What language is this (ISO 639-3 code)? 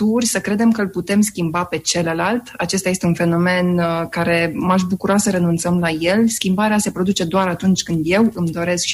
ron